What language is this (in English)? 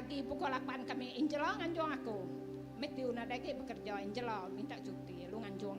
Iban